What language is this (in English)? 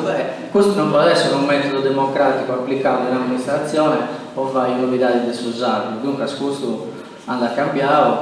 Sardinian